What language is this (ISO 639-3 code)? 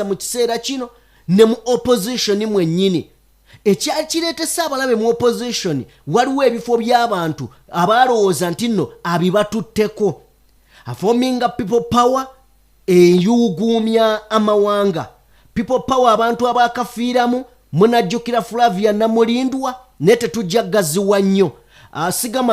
lug